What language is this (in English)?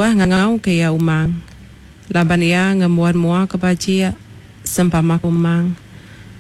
Iban